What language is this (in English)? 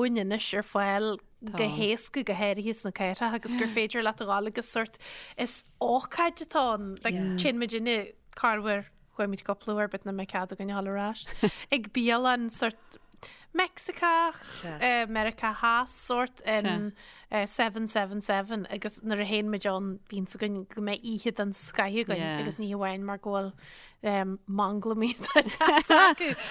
Irish